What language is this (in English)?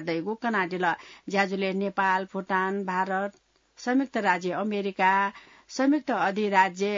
Newari